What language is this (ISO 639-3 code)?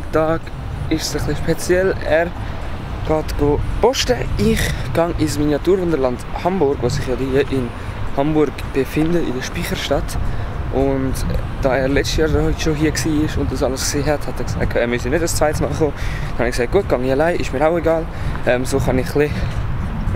gsw